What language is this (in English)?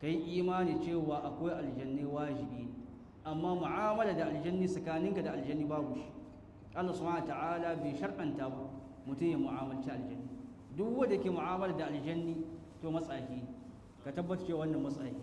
Hausa